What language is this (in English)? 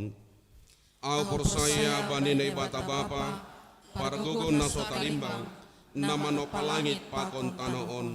Batak Simalungun